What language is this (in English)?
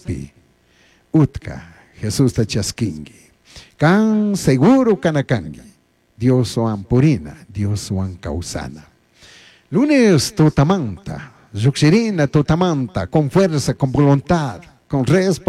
Chimborazo Highland Quichua